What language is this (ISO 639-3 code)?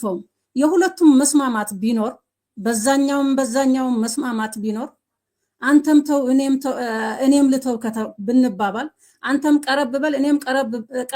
amh